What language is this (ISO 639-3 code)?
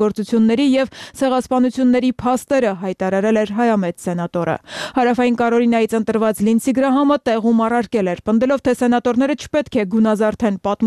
hye